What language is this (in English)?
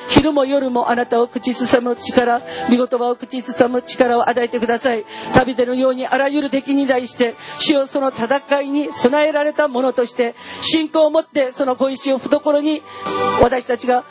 Japanese